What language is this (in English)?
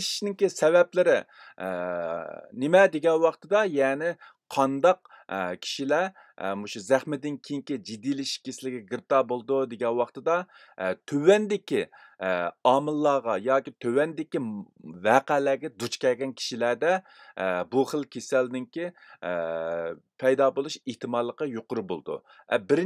Uyghur